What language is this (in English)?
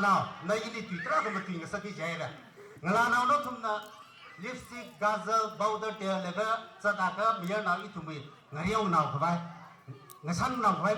Tangkhul Naga (India)